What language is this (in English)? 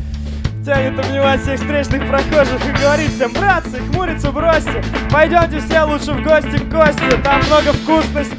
Russian